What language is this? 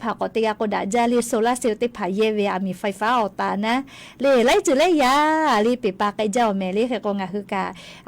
Lahu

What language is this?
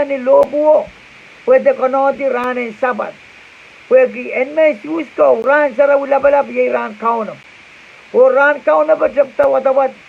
Pohnpeian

